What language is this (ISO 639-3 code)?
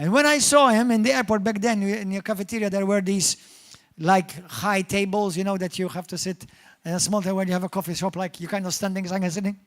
eng